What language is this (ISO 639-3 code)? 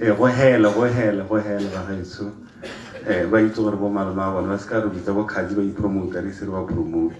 tsn